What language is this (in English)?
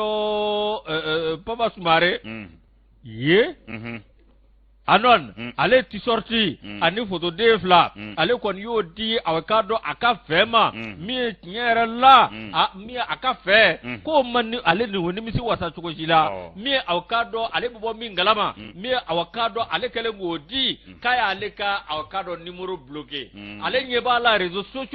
Bambara